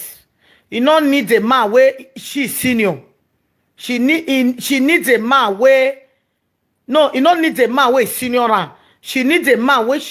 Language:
Nigerian Pidgin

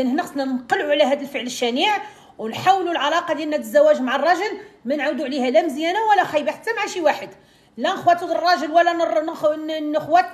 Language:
Moroccan Arabic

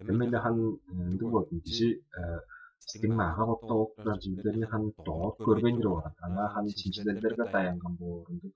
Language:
Tuvinian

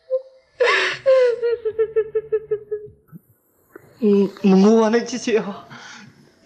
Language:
Burmese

